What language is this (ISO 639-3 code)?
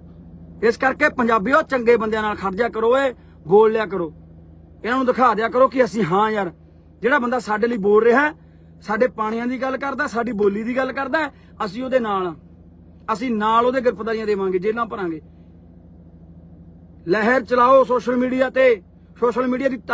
pan